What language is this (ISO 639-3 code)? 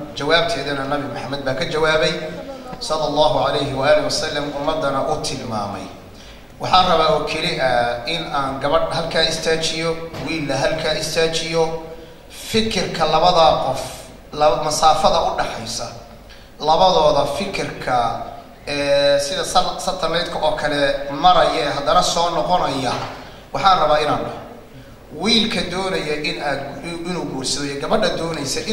som